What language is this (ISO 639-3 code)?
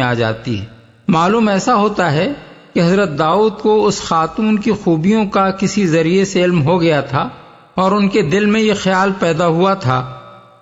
urd